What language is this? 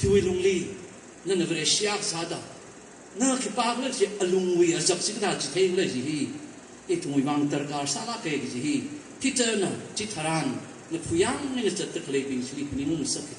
Tangkhul Naga (India)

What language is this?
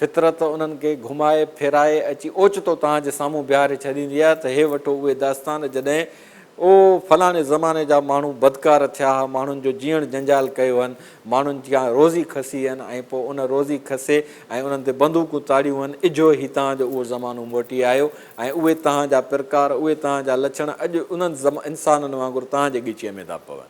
Sindhi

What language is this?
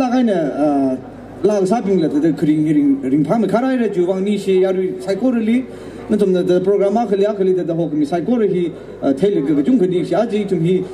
Tangkhul Naga (India)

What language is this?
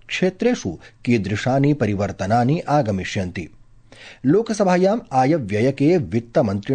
Sanskrit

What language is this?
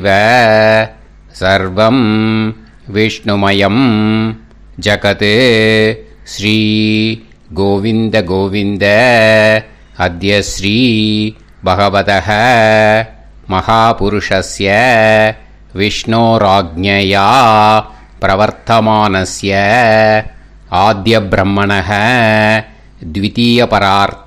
Tamil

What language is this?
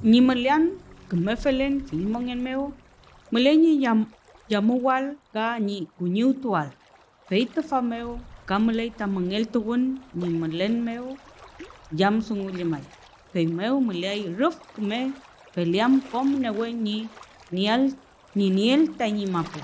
Mapuche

